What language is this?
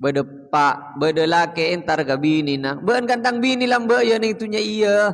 Madurese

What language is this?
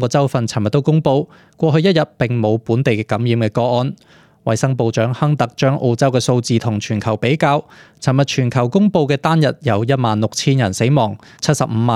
Cantonese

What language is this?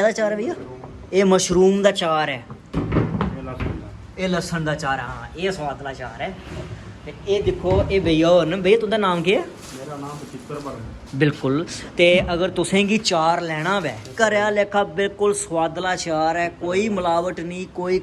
Dogri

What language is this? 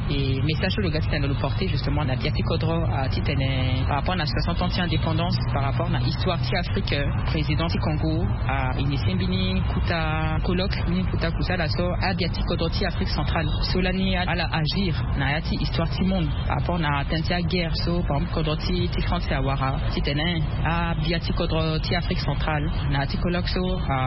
Sango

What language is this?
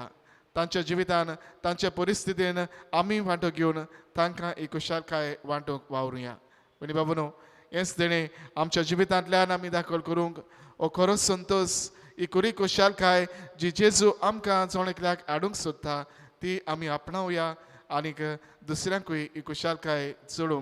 Konkani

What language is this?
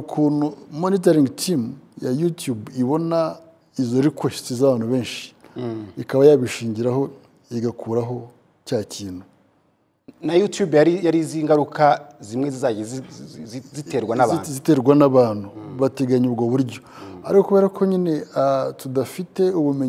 Kinyarwanda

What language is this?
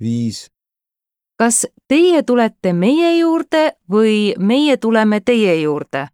Estonian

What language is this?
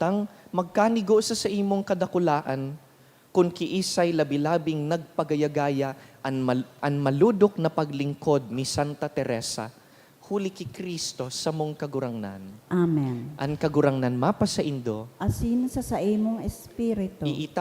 Bikol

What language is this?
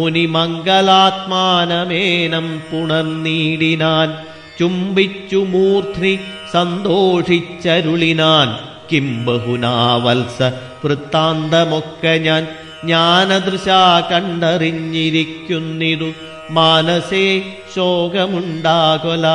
Malayalam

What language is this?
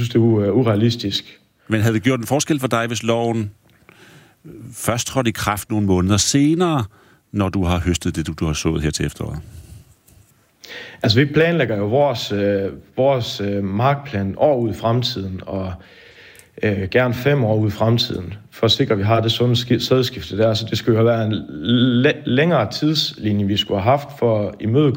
Danish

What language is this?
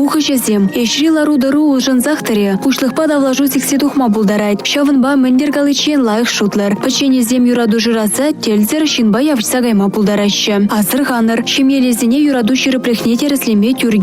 Chuvash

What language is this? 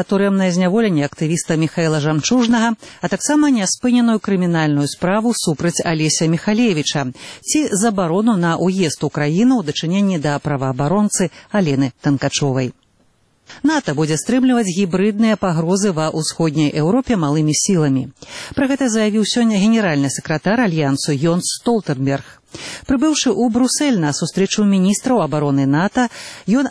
Belarusian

